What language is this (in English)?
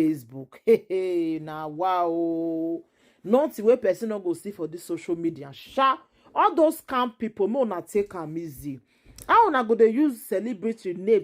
Nigerian Pidgin